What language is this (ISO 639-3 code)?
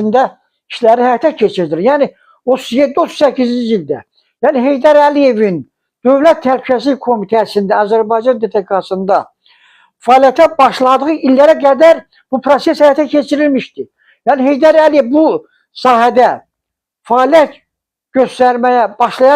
aze